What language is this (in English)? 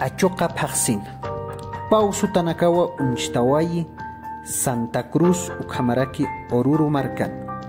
Aymara